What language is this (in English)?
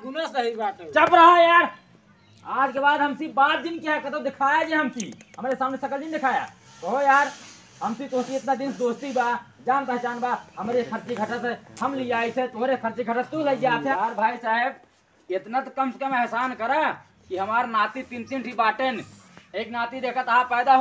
Awadhi